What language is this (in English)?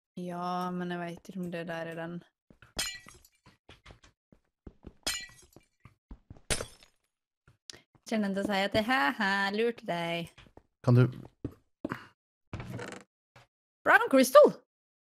Norwegian